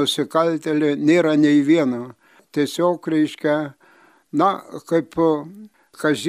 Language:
Lithuanian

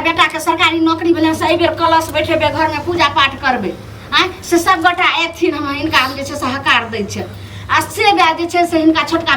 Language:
Maithili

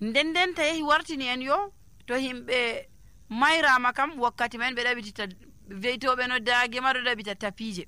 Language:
Nigerian Fulfulde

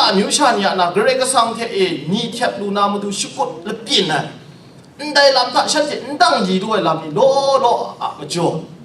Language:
Kachin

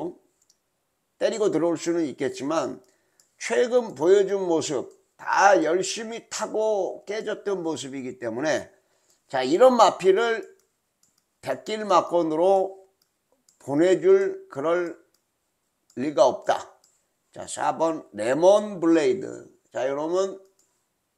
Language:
Korean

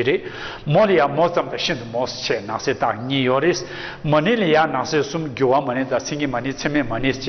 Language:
Tibetan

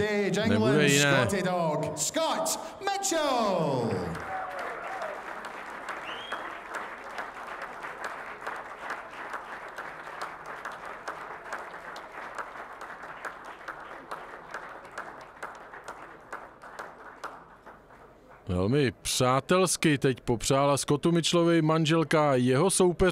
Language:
Czech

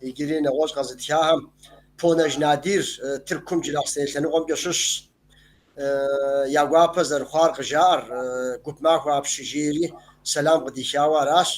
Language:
Kabardian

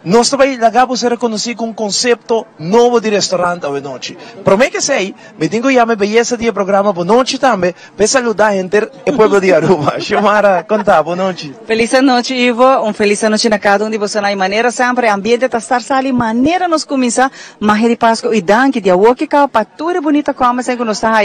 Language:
Papiamento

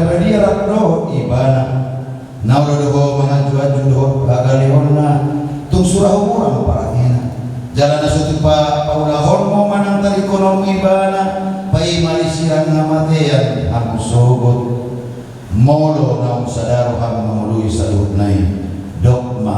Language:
Batak Toba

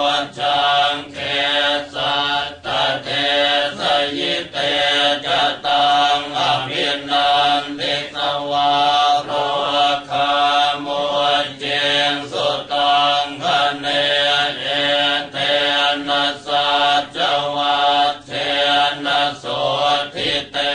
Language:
Pali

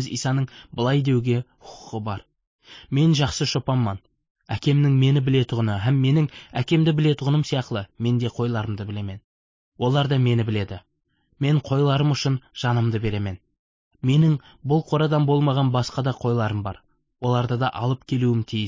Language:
Kazakh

